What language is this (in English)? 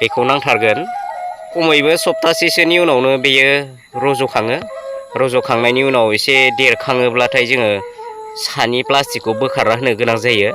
Bodo